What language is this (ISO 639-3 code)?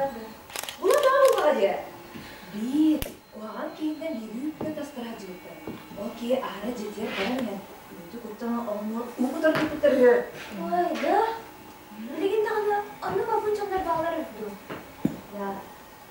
sah